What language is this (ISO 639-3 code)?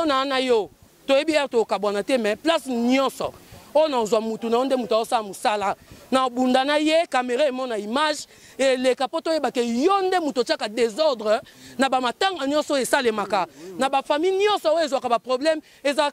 lin